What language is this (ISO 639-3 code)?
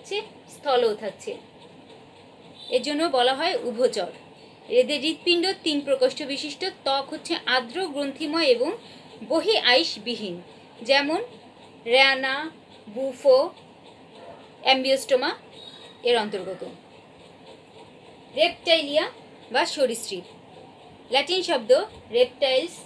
ben